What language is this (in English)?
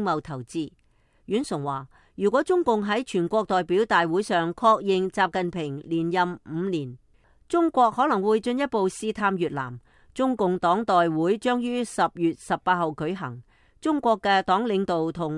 Cantonese